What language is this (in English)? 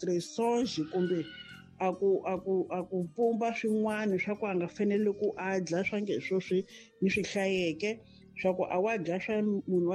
Tsonga